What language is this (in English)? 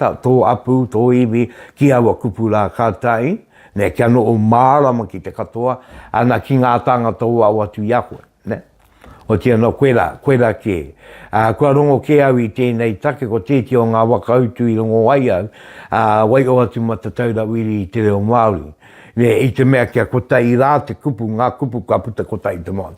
Māori